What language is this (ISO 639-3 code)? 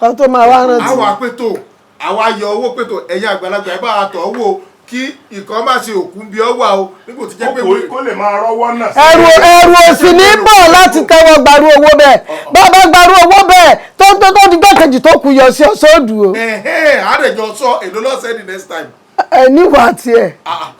yor